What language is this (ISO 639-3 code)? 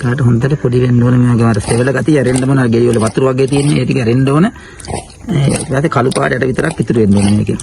sin